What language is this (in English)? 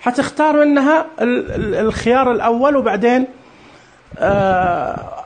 Najdi Arabic